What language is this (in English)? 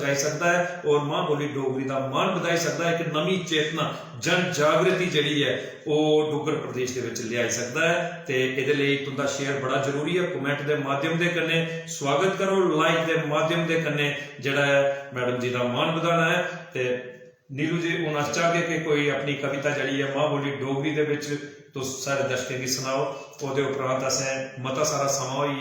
Dogri